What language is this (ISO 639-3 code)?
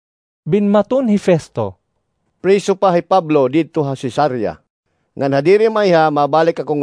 war